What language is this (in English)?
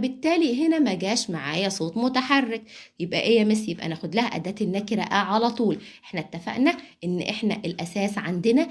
Egyptian Arabic